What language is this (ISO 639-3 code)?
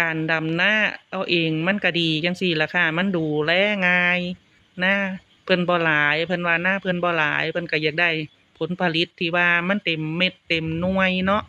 lao